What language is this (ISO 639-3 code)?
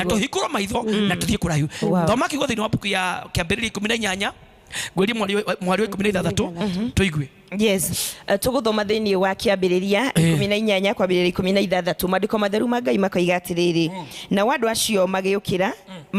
kik